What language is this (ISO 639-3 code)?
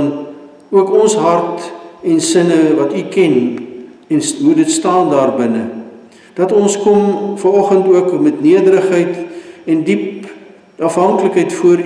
afr